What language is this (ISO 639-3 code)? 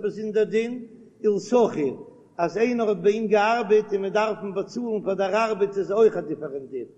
yid